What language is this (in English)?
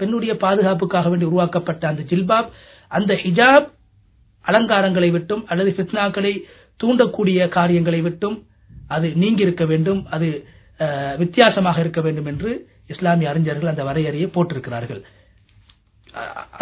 Tamil